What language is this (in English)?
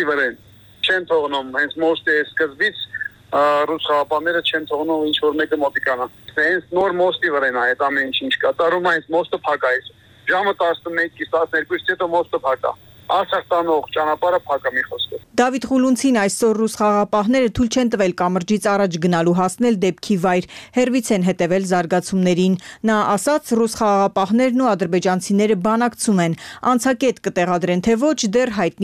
Armenian